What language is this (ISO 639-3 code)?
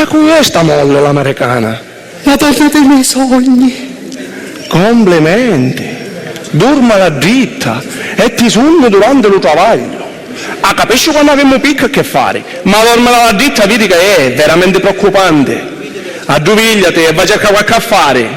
scn